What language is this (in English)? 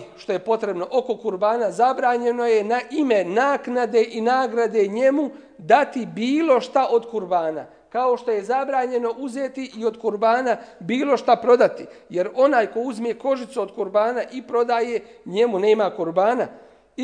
Bosnian